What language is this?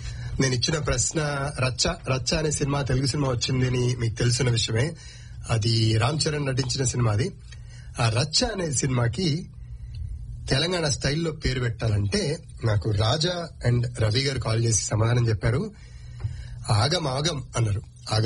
Telugu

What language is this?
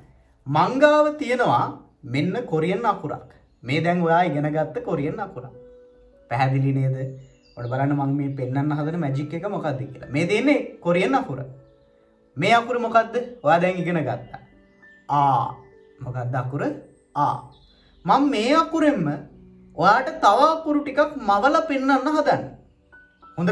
Sinhala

